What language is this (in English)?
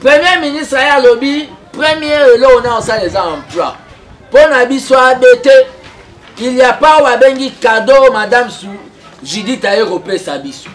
Lingala